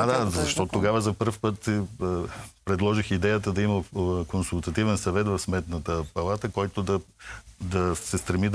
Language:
Bulgarian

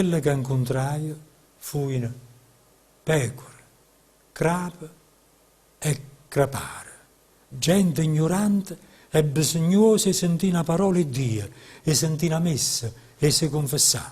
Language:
Neapolitan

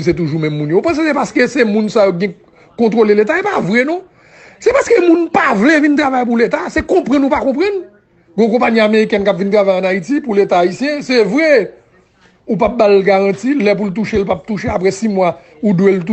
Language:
Haitian Creole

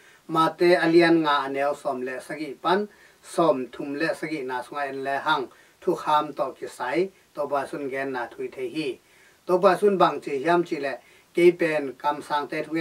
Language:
Tedim Chin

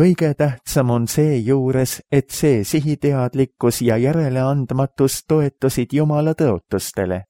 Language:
Estonian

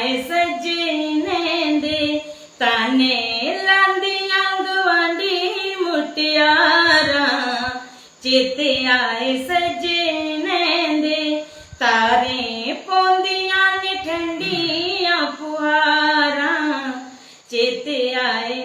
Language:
Dogri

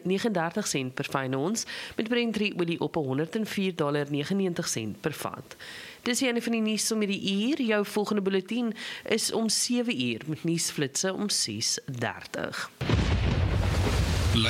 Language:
Afrikaans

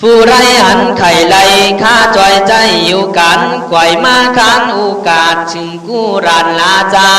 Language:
Khün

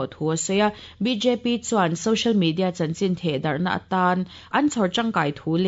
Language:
Mizo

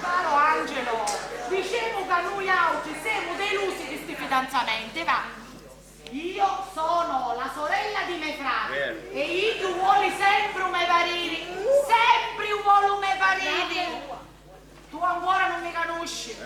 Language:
Sicilian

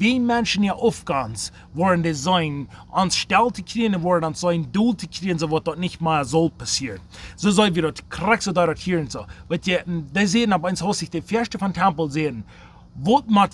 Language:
Plautdietsch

